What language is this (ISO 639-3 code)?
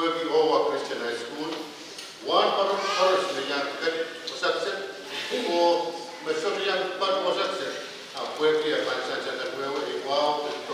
pon